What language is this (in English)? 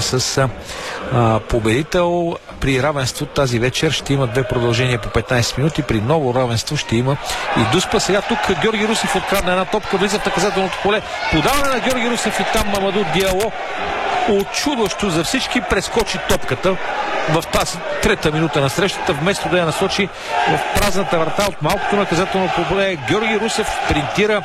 Bulgarian